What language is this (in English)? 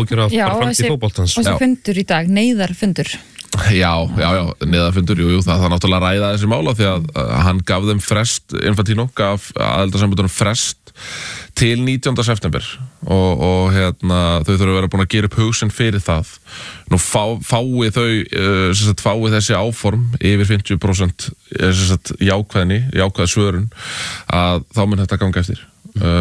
Icelandic